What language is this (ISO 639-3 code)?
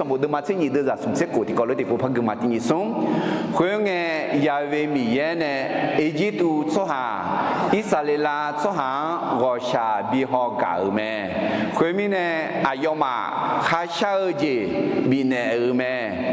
ahk